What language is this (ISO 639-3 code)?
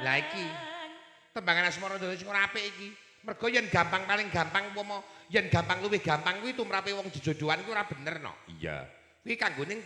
jav